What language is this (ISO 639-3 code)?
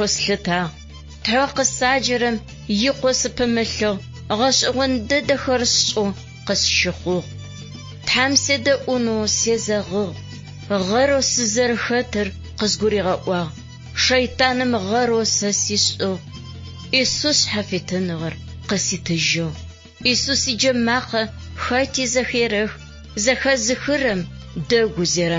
ady